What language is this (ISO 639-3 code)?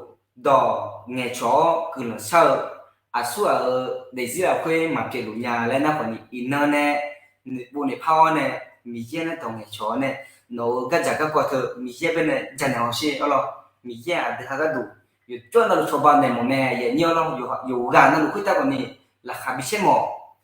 ahk